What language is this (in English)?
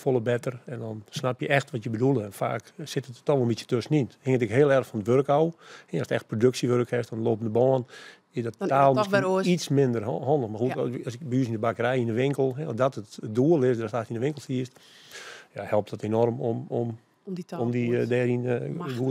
Western Frisian